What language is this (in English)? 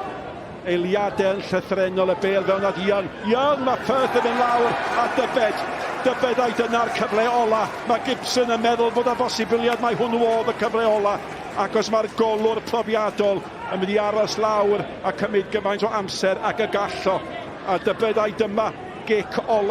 Welsh